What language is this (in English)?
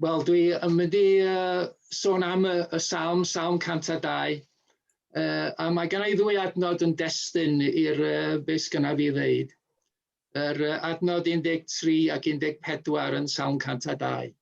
Welsh